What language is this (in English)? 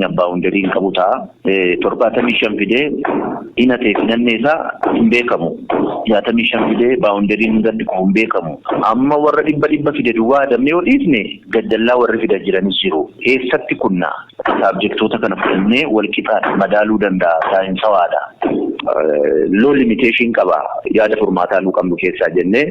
Oromo